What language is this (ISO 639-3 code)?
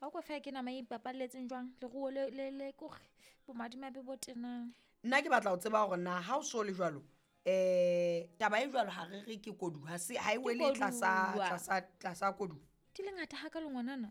sot